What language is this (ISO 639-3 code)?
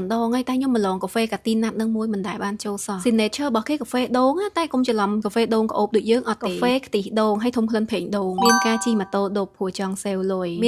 khm